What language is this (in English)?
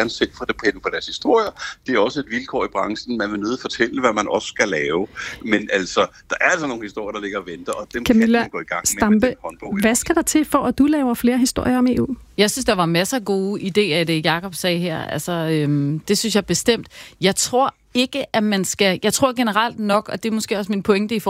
Danish